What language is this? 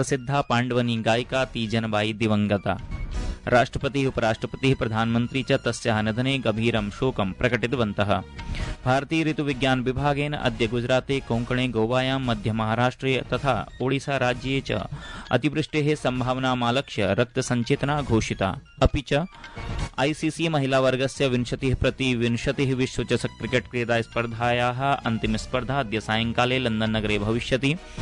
Sanskrit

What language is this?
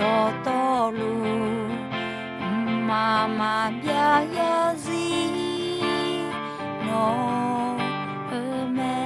Akha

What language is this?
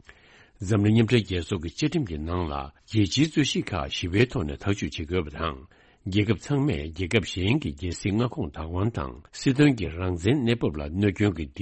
Tibetan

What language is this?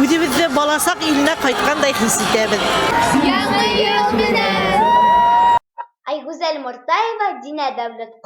Bashkir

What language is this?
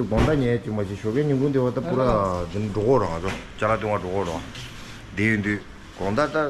Tibetan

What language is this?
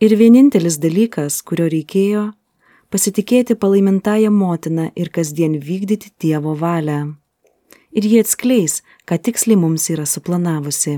Lithuanian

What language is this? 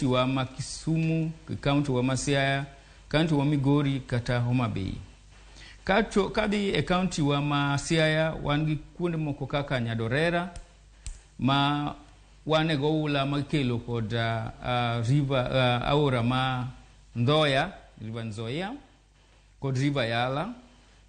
Luo (Kenya and Tanzania)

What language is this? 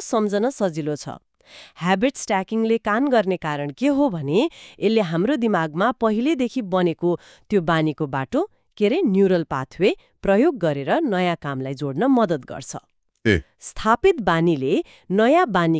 Nepali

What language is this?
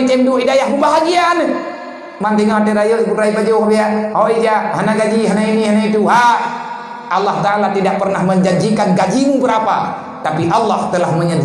Achinese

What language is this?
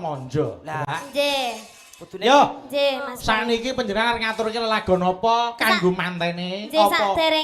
Javanese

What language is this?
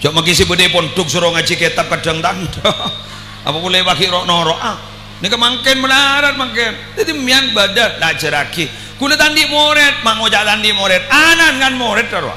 Madurese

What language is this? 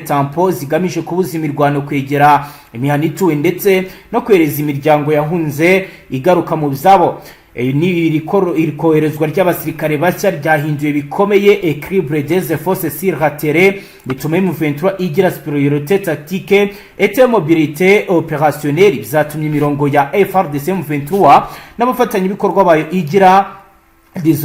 Kinyarwanda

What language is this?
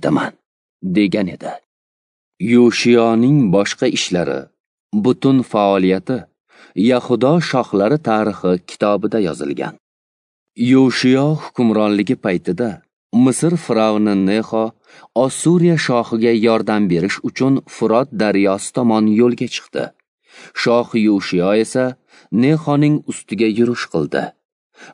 Uzbek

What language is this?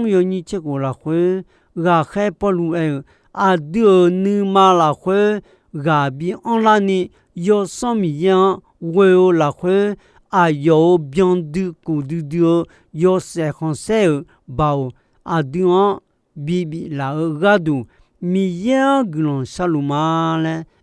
Akha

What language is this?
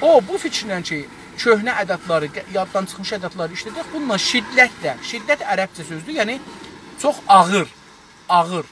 South Azerbaijani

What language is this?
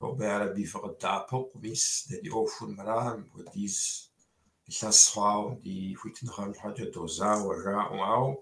Kabardian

